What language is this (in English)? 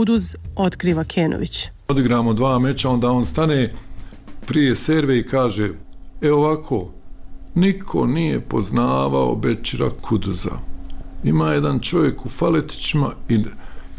Croatian